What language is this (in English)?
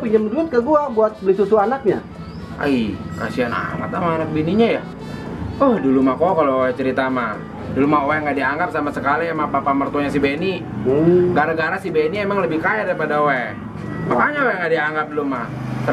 Betawi